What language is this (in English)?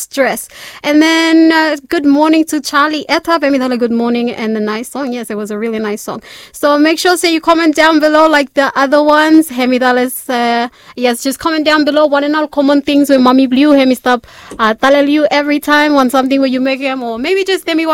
Bislama